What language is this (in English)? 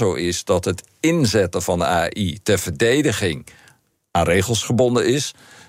Dutch